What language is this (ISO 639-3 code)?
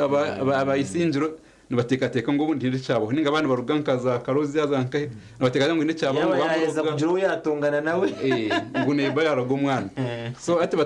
nyn